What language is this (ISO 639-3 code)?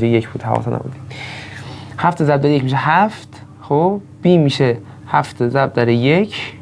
fas